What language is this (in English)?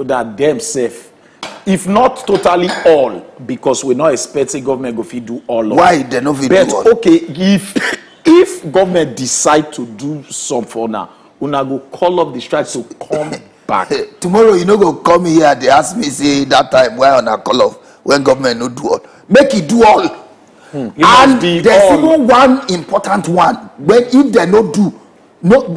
Nigerian Pidgin